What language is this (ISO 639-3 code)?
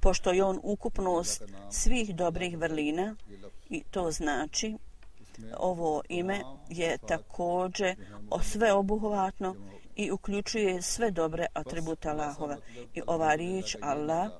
bos